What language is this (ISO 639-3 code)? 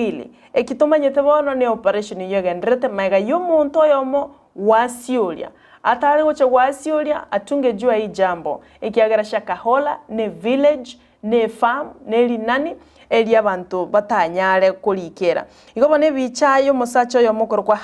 guz